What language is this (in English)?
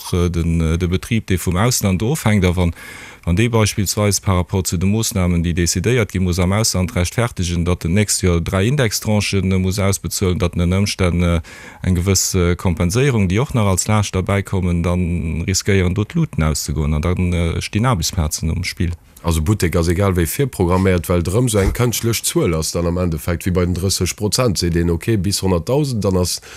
Luxembourgish